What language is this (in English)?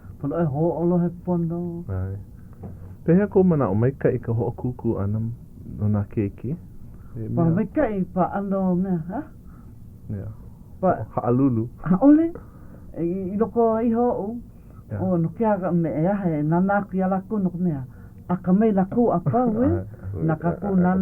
Hawaiian